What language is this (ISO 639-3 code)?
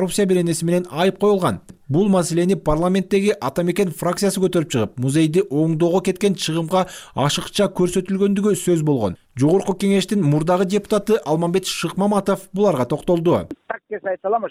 kir